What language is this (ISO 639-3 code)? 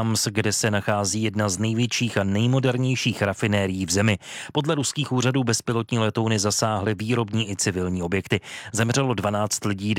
ces